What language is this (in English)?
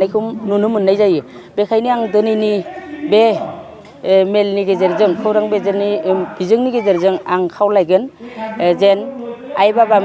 Bodo